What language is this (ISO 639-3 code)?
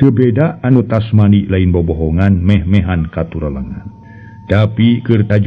sun